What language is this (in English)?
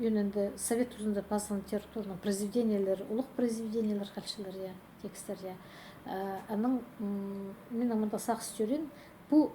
Khakas